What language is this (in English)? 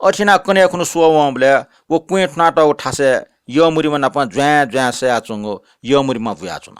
Newari